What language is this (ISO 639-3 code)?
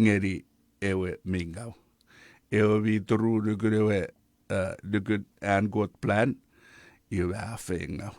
chk